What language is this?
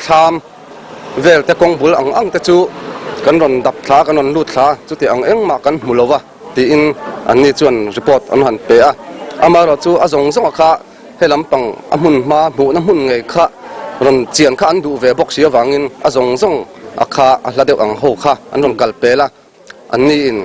Mizo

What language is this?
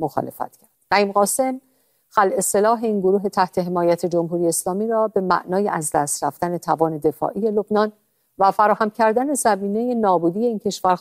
Persian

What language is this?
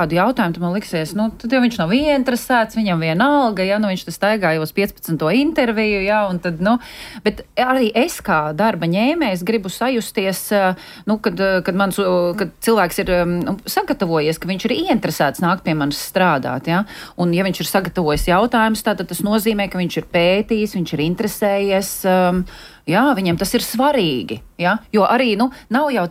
Latvian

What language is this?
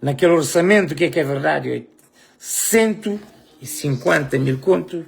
Kabuverdianu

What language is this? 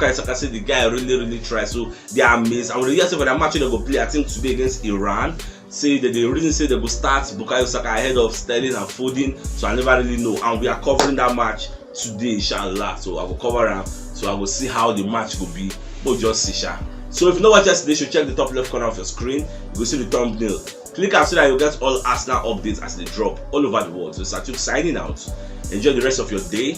Nigerian Pidgin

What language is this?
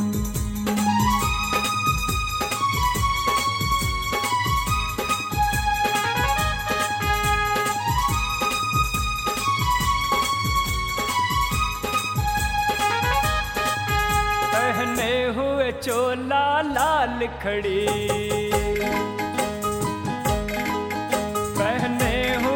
Hindi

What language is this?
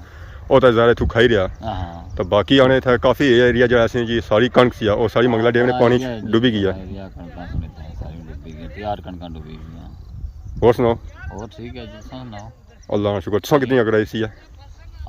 Pahari-Potwari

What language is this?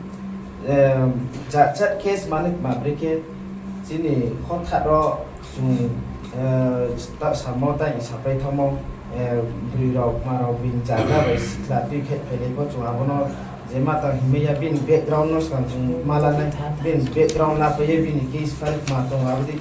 Riang (India)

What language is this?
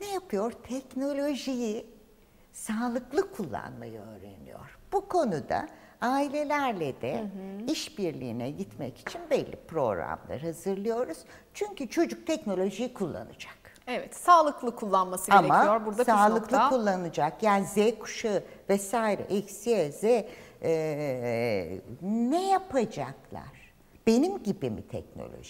Turkish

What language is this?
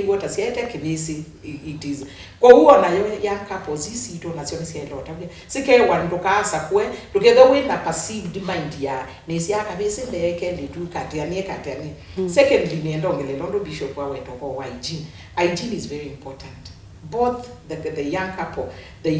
Kamba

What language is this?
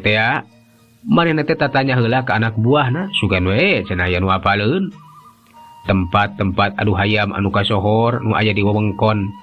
Sundanese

